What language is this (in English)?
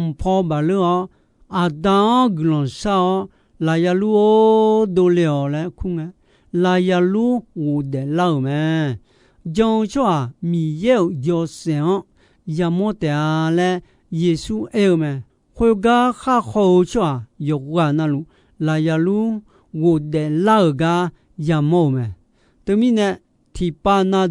Akha